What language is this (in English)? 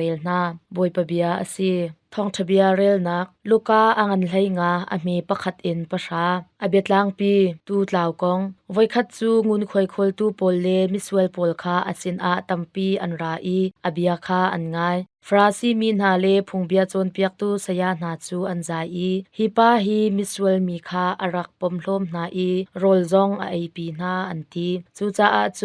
Hakha Chin